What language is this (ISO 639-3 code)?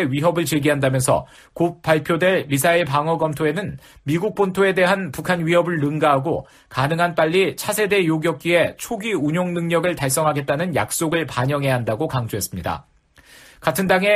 kor